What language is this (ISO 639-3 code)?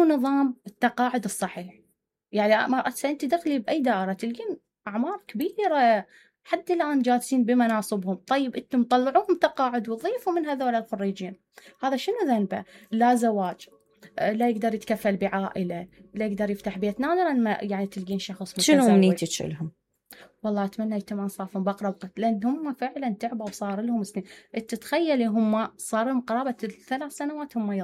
acm